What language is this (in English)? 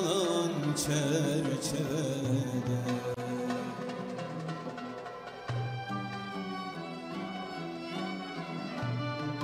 Turkish